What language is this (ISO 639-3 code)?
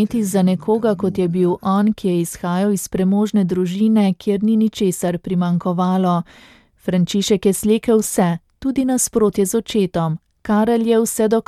slv